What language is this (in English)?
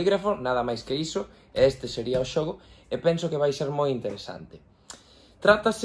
Galician